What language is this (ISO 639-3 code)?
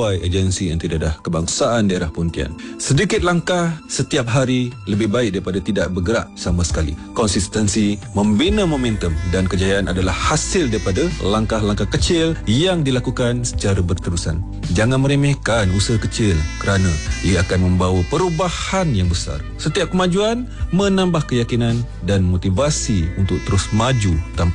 msa